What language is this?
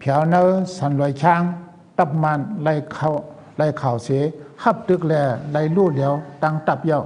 Shan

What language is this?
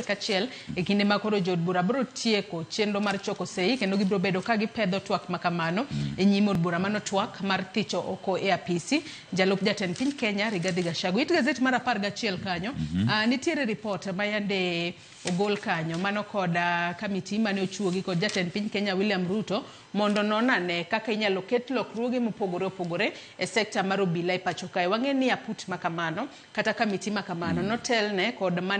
Luo (Kenya and Tanzania)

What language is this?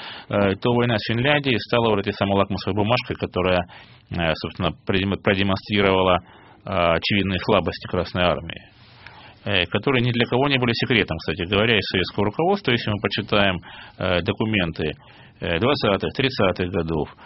Russian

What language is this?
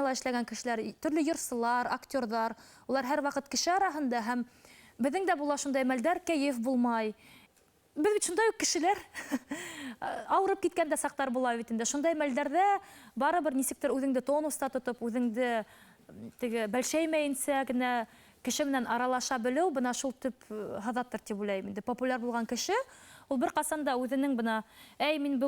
Bashkir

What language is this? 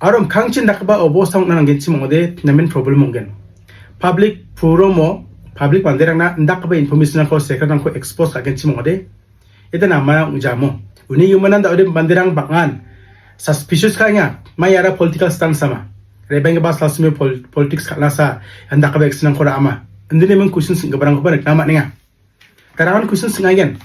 Garo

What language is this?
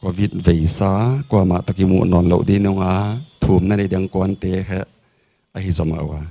Paite Chin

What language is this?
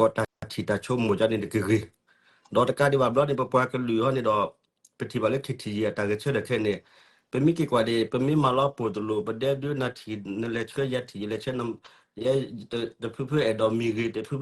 S'gaw Karen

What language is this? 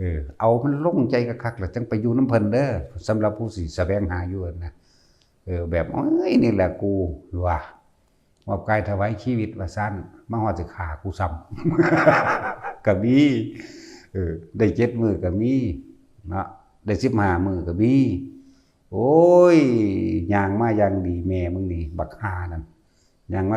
Northeastern Thai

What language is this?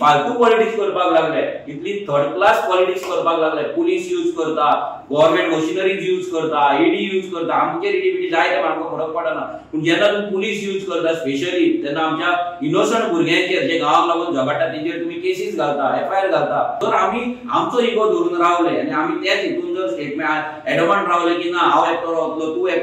Konkani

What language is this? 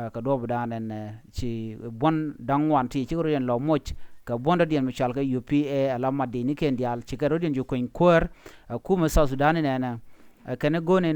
Nuer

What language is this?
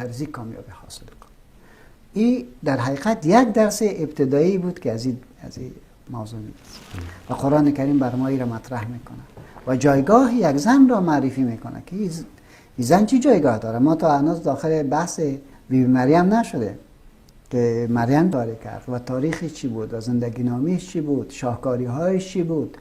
Persian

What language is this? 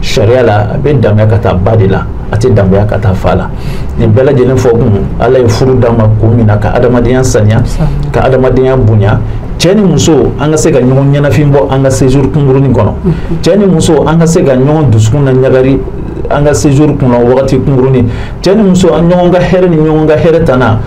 Bambara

